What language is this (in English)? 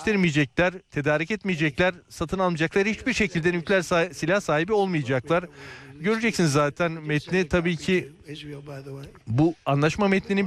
Turkish